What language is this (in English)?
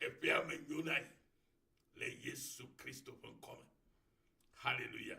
Ewe